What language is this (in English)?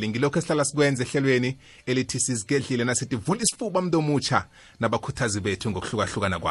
South Ndebele